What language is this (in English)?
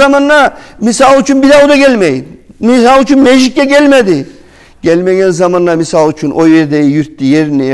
Kumyk